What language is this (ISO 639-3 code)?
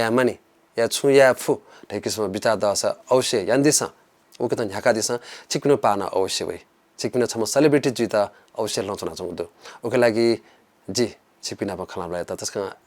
new